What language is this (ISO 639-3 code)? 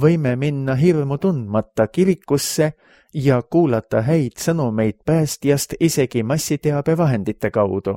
est